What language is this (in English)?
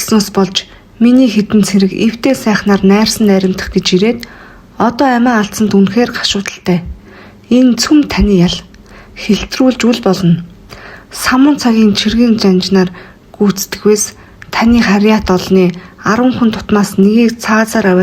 Mongolian